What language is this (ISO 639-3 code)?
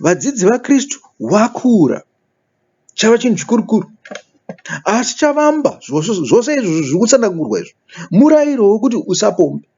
sna